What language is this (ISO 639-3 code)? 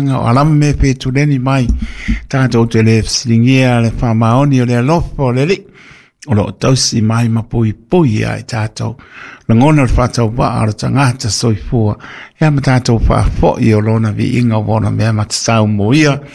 smo